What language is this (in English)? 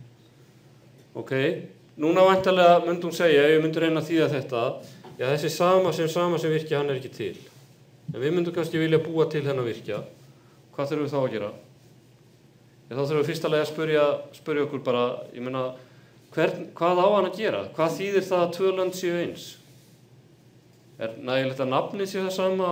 Icelandic